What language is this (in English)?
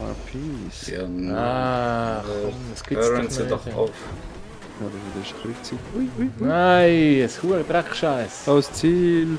Swiss German